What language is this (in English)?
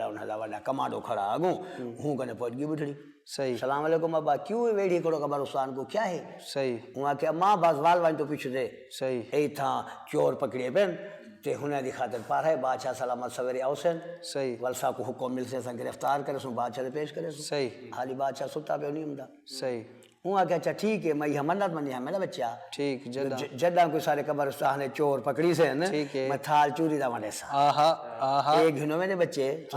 Saraiki